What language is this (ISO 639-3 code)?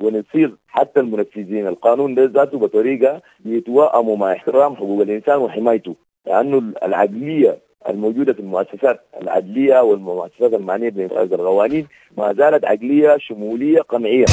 apd